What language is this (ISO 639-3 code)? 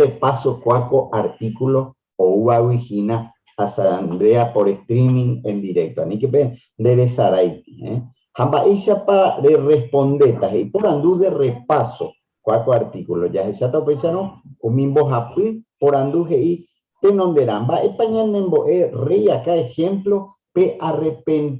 grn